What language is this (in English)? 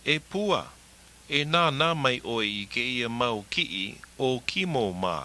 Hawaiian